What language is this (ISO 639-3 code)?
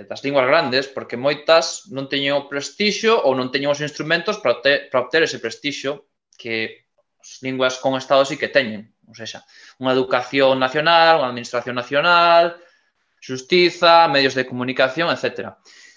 glg